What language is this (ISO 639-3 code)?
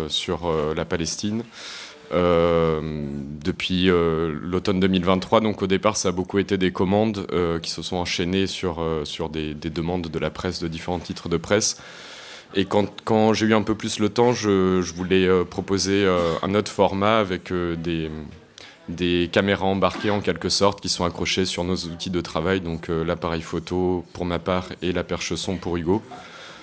fra